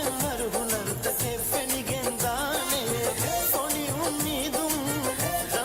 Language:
Divehi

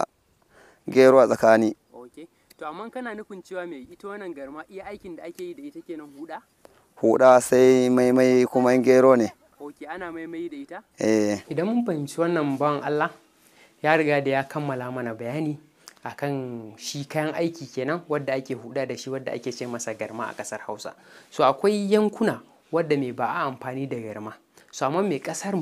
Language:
Hausa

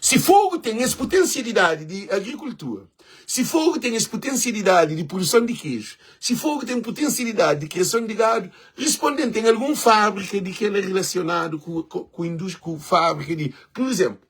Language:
Kabuverdianu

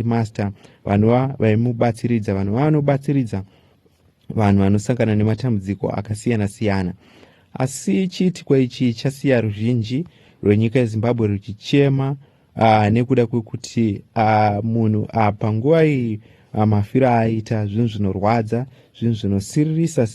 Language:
Shona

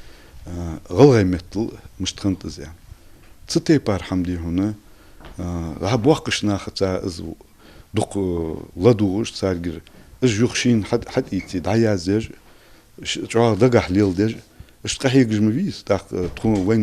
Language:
Ingush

